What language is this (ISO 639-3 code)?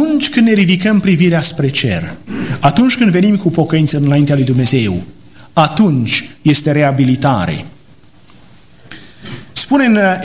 ron